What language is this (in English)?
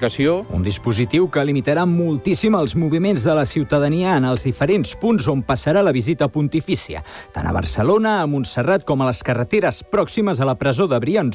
Catalan